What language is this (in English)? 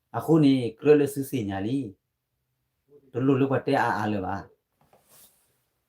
S'gaw Karen